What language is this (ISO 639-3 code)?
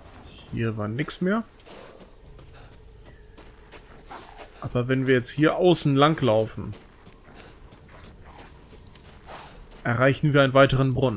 deu